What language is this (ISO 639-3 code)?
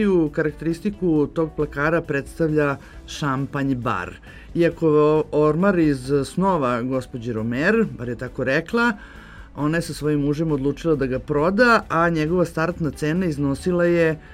srp